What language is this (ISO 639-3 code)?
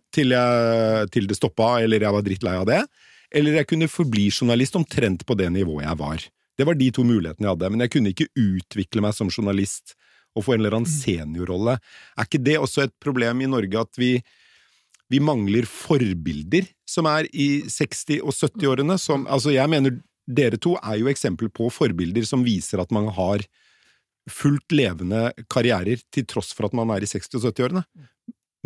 nor